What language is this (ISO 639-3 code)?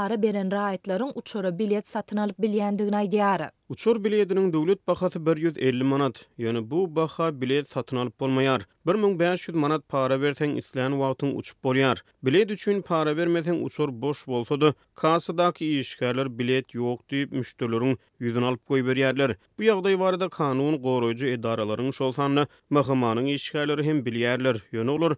tuk